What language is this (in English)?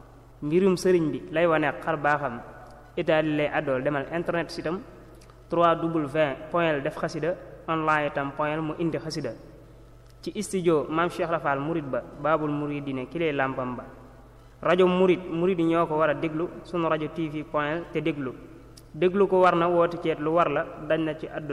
Wolof